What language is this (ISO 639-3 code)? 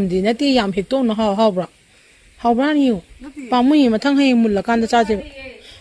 mni